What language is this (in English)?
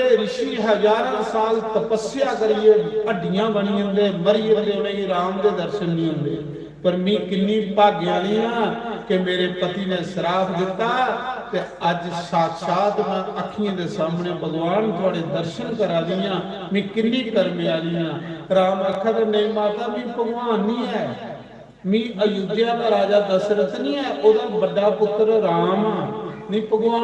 Dogri